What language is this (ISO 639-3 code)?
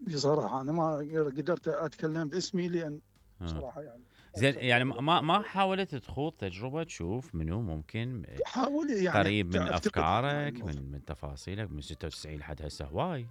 acm